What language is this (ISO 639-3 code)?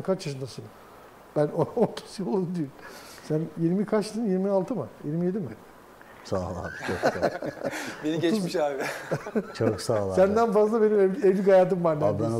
tur